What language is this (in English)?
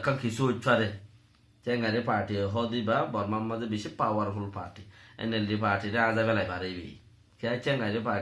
Rohingya